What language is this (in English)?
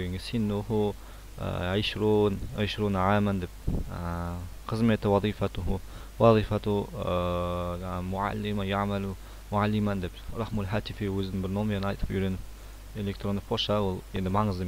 Kazakh